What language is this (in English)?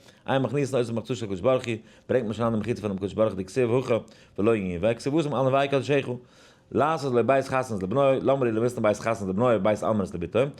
Yiddish